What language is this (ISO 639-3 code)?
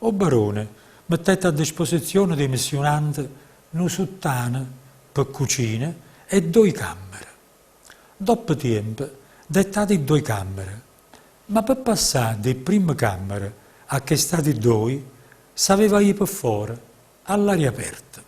nap